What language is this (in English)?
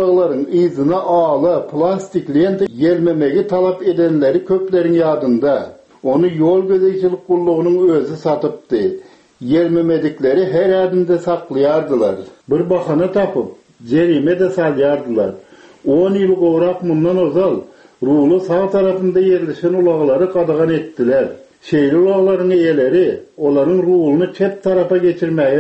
Turkmen